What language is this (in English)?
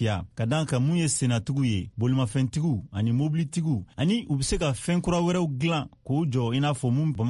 Bambara